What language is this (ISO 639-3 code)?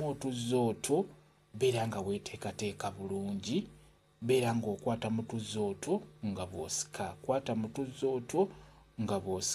lug